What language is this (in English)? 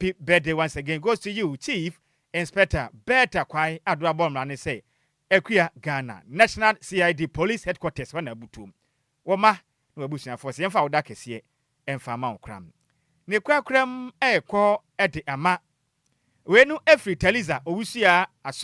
Akan